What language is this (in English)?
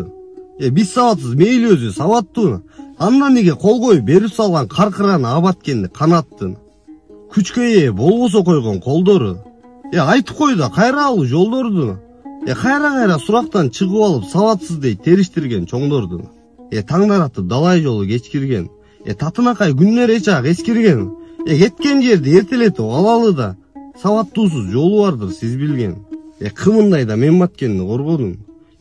Kyrgyz